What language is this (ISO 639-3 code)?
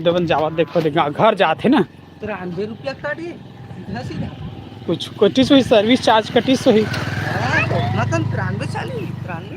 hne